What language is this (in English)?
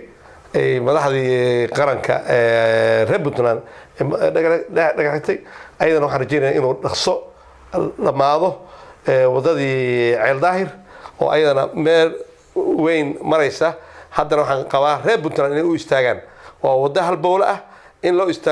Somali